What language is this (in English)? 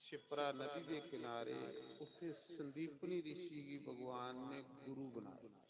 Dogri